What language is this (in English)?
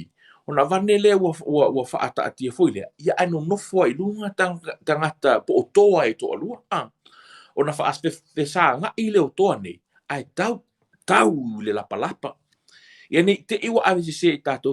Samoan